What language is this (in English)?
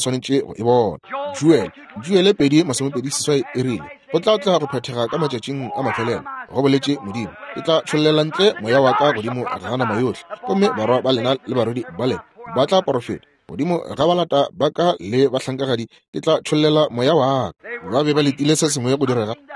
Northern Sotho